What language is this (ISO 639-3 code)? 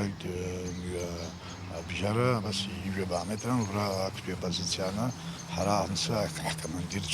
abk